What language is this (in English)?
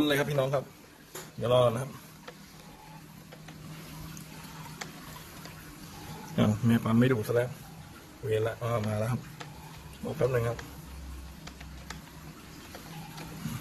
Thai